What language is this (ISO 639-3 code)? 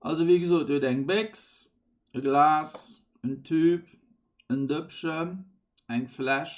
ltz